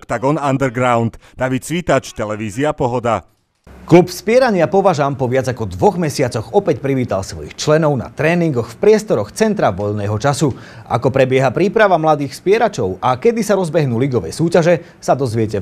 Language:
Slovak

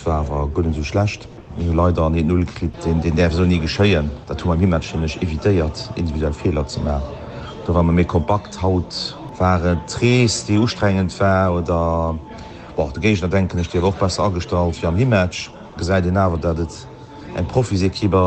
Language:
Luxembourgish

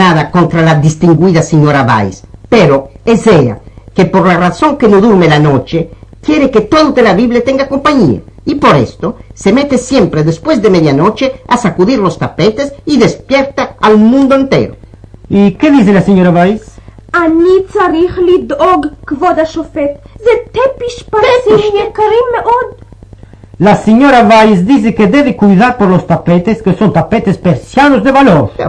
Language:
Ladino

